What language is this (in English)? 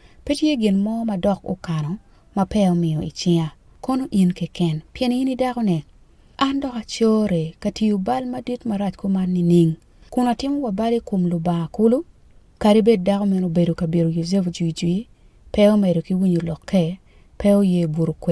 Acoli